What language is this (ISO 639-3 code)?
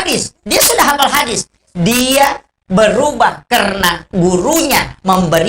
bug